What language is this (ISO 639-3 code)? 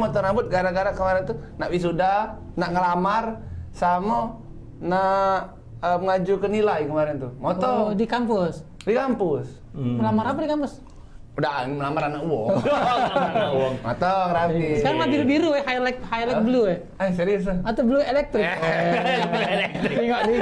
mui